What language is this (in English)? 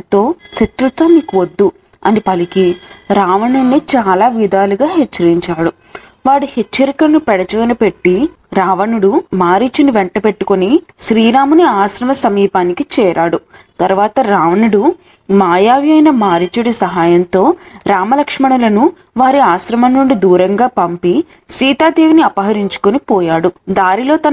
Telugu